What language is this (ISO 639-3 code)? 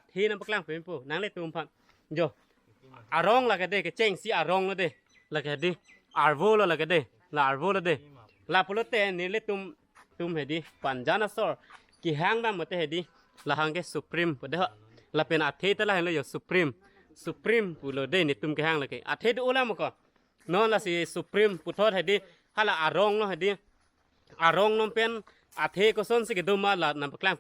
mjw